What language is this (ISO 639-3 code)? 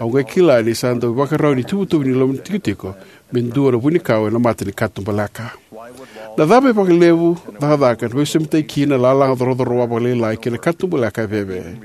fij